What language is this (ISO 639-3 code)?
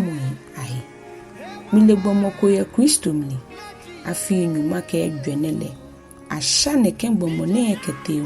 gaa